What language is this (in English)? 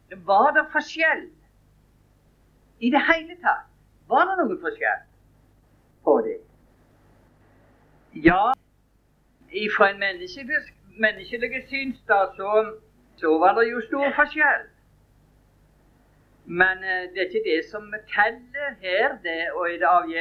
Norwegian